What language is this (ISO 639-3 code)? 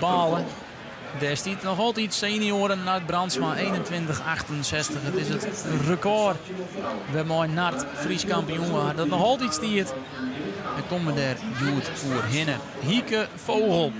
fry